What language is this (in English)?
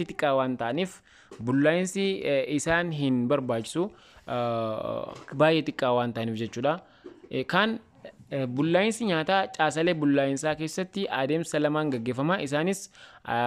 Oromo